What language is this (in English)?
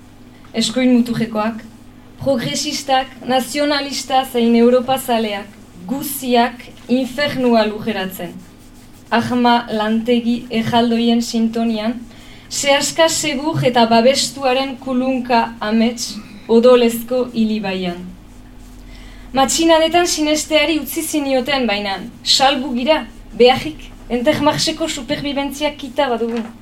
Basque